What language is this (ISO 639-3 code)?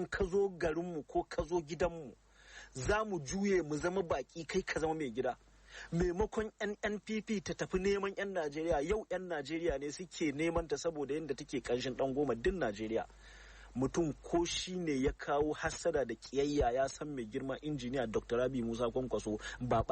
hau